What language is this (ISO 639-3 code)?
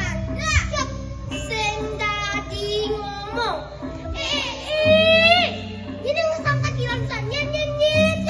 ban